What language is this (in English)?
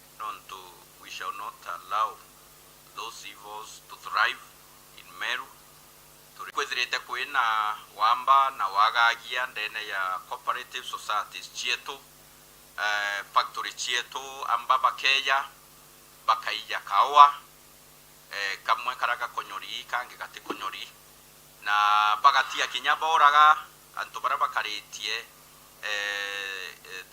Meru